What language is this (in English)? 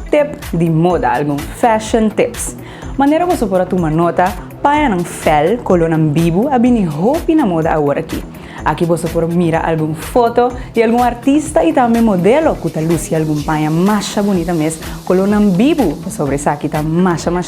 Papiamento